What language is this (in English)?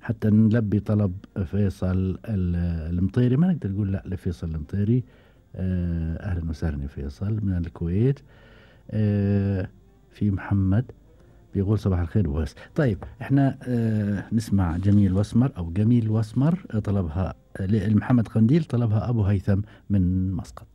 Gulf Arabic